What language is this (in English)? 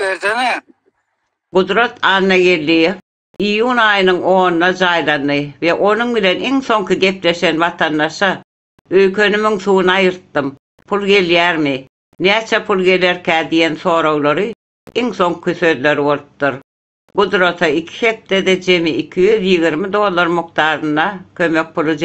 Turkmen